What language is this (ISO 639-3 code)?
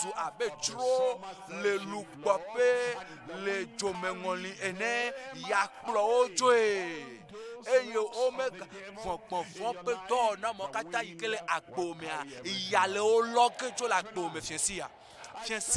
ewe